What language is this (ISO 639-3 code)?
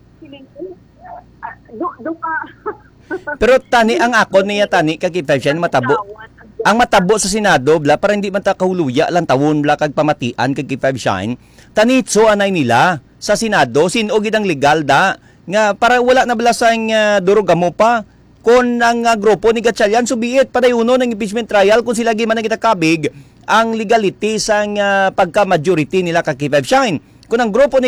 hil